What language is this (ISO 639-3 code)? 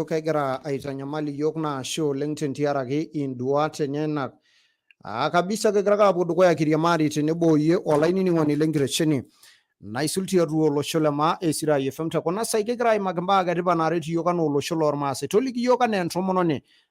mas